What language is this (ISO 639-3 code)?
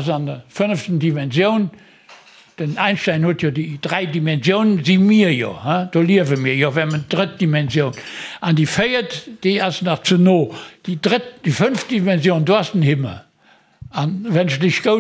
ltz